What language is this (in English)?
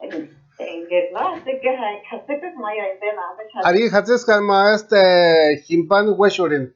Purepecha